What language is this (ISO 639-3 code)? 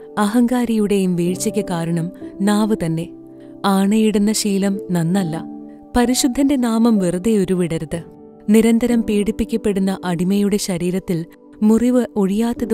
mal